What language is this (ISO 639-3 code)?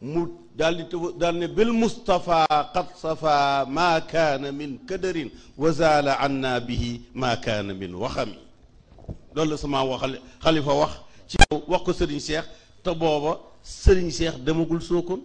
wol